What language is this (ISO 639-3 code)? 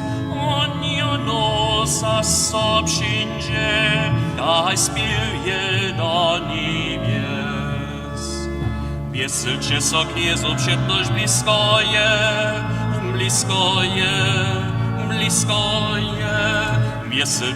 hsb